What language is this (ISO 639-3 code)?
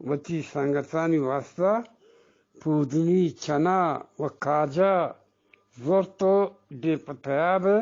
bgp